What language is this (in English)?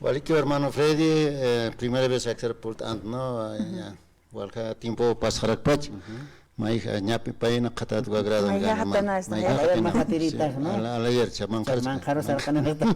Aymara